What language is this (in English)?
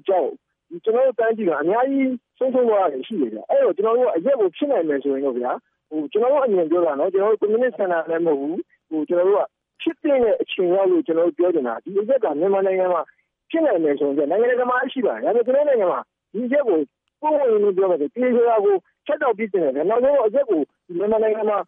Burmese